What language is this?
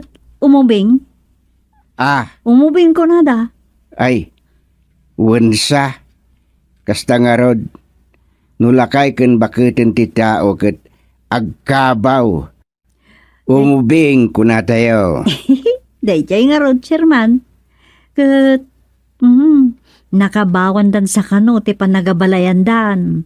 Iloko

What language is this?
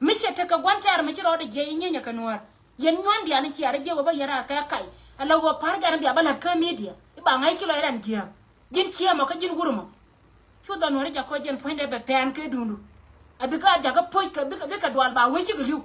Nuer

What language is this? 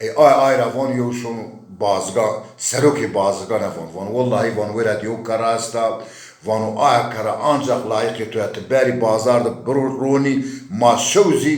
Zaza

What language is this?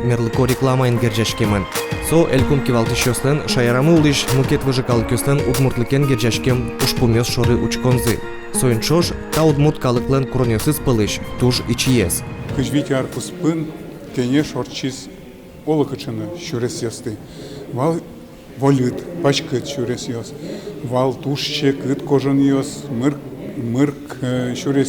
Udmurt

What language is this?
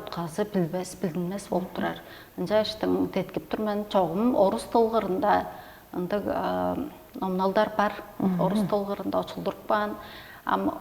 Tuvinian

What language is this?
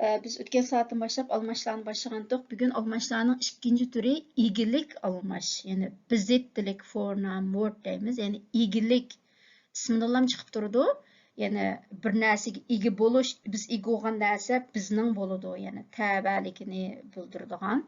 Uyghur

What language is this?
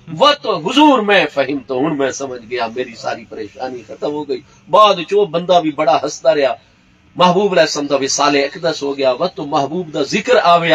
Saraiki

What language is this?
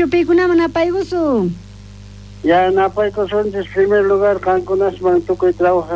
South Bolivian Quechua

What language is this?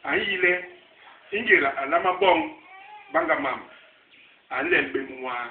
Basaa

